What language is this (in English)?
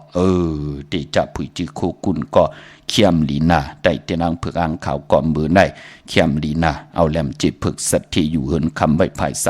Shan